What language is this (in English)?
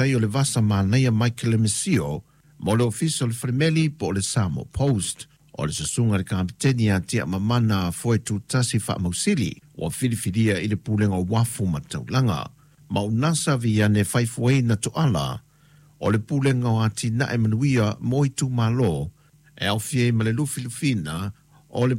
Samoan